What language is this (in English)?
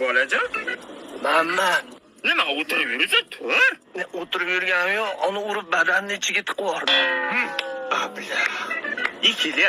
Uzbek